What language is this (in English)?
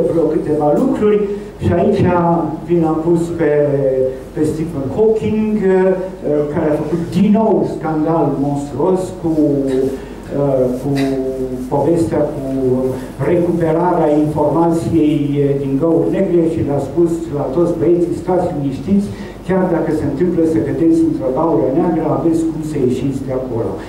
Romanian